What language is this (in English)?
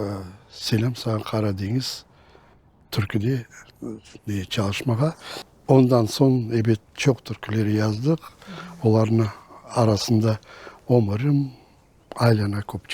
Crimean Tatar